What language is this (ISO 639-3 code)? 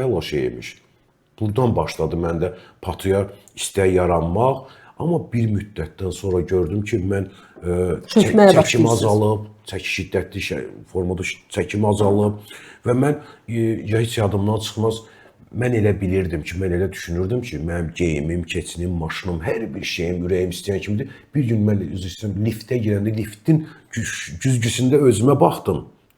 aze